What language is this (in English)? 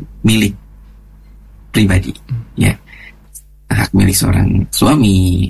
Indonesian